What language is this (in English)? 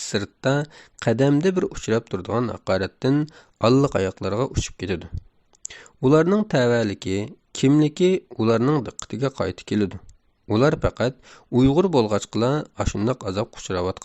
Uyghur